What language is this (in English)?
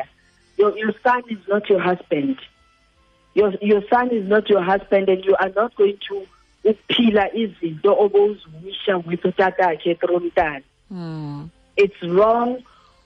Xhosa